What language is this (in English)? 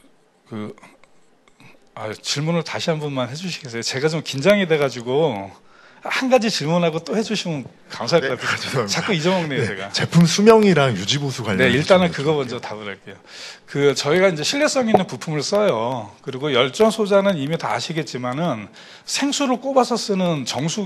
Korean